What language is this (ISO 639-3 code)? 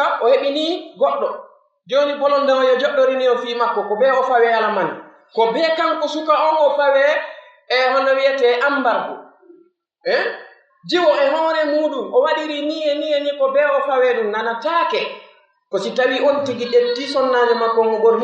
fuf